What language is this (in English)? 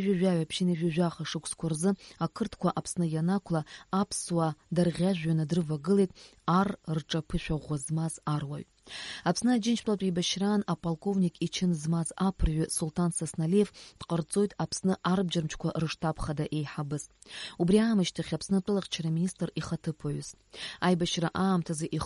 Abkhazian